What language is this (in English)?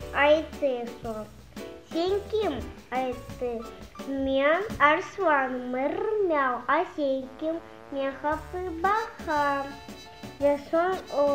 Crimean Tatar